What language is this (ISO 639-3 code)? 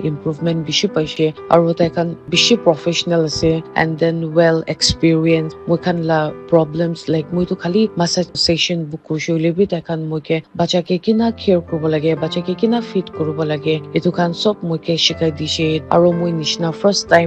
nag